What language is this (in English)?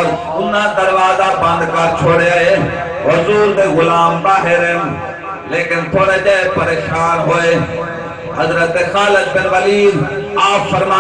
Saraiki